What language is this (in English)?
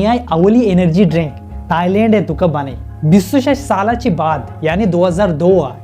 Baluchi